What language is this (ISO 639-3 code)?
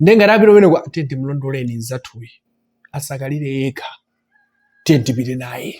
nya